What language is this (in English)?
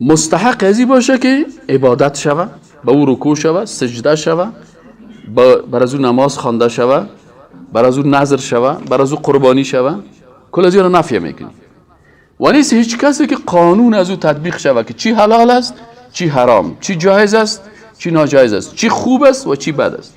Persian